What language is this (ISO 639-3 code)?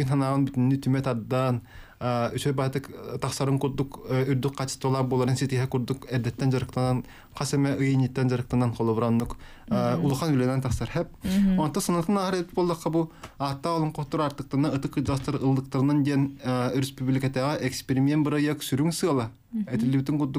sah